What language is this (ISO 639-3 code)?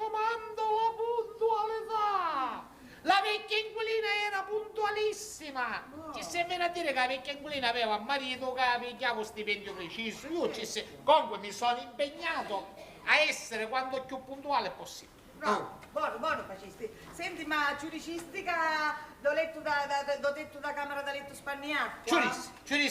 scn